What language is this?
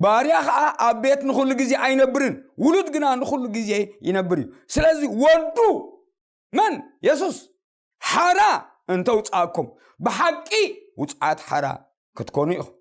Tigrinya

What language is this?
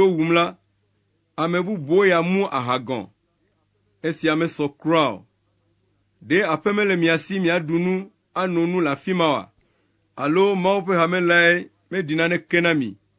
Ewe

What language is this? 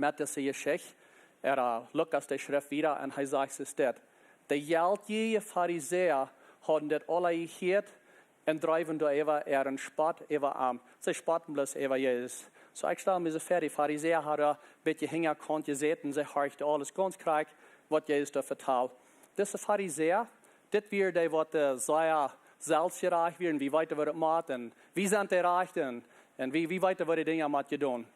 Plautdietsch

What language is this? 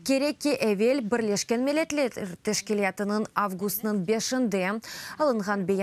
Crimean Tatar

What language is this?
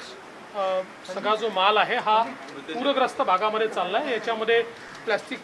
Marathi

